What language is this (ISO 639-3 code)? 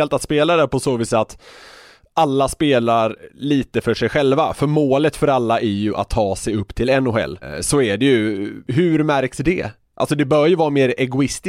swe